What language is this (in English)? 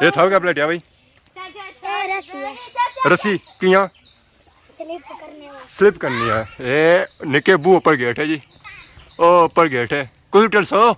Pahari-Potwari